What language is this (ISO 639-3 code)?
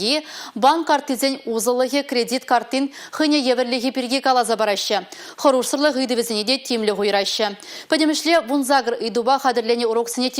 chv